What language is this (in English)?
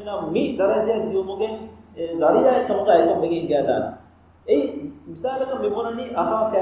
Divehi